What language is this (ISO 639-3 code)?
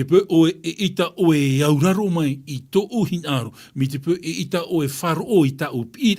tah